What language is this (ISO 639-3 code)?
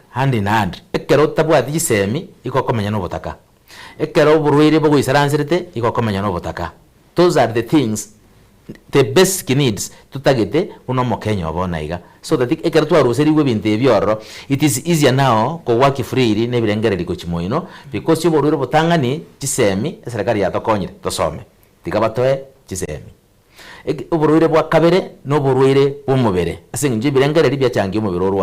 guz